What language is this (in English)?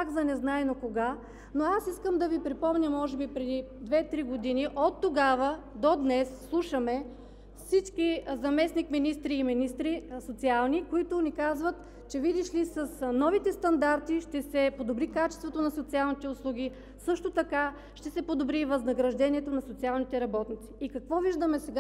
Bulgarian